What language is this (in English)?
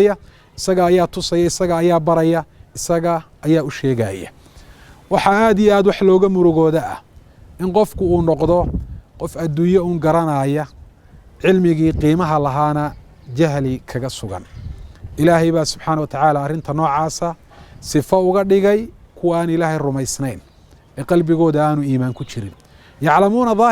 Somali